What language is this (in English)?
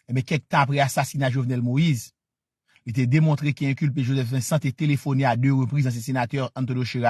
Haitian Creole